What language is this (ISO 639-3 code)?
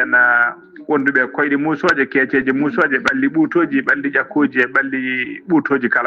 ful